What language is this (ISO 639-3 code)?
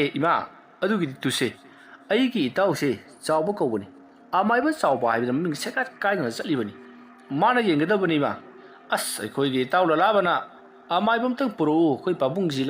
mni